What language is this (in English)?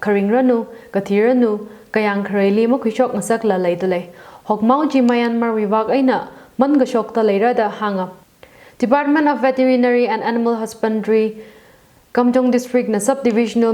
Tangkhul Naga (India)